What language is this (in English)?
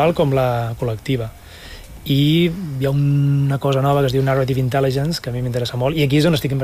Catalan